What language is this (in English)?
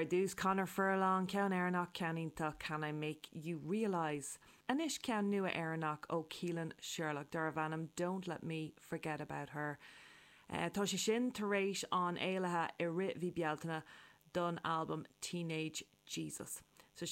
Irish